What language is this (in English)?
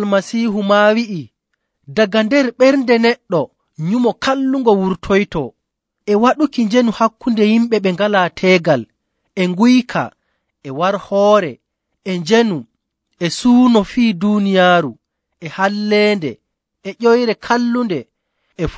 Nigerian Fulfulde